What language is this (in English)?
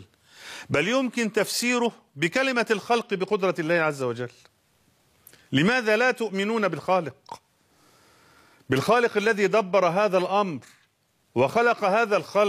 Arabic